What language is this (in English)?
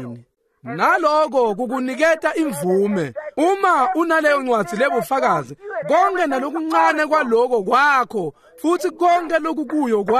Swati